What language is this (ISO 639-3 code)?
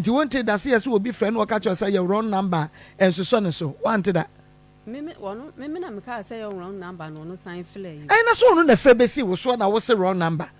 aka